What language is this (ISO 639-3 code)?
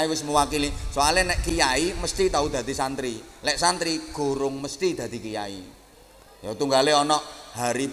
jav